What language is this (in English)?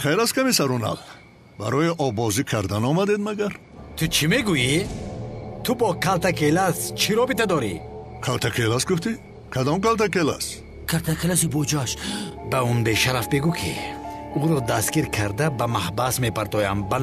Tajik